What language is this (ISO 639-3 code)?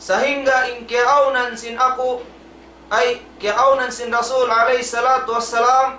tsg